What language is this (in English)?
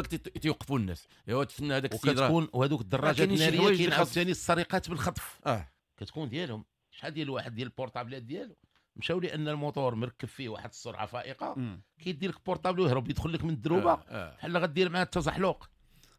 Moroccan Arabic